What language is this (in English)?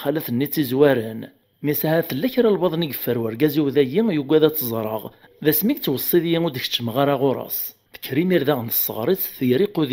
Kabyle